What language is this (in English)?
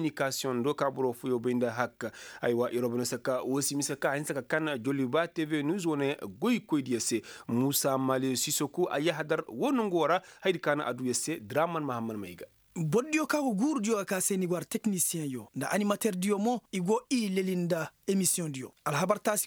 Koyraboro Senni